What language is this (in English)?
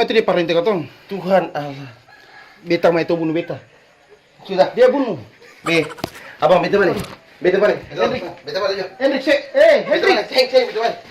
Ambonese Malay